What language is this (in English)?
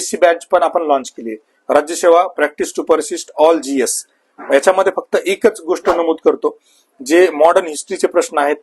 Marathi